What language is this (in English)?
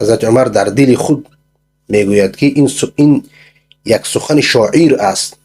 Persian